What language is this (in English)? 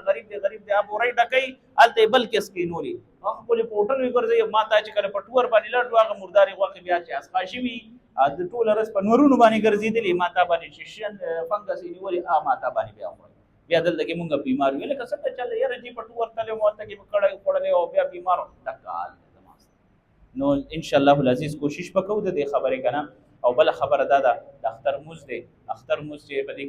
Pashto